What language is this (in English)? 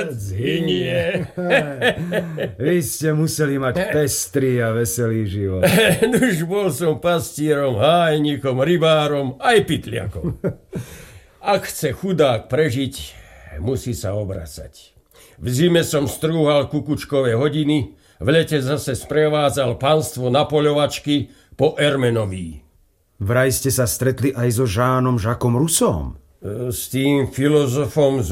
Slovak